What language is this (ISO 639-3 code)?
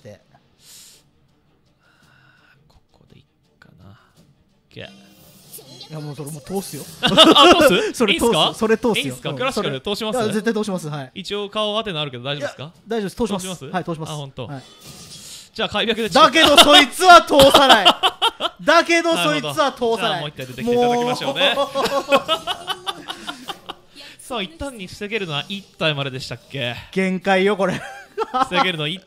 jpn